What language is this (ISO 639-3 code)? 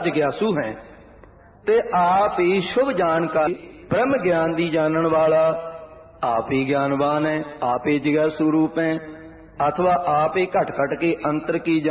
pan